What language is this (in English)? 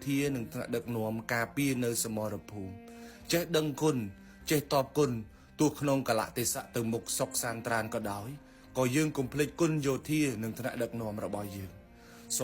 Khmer